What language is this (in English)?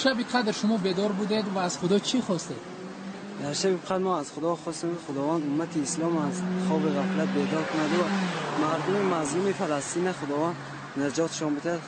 Tajik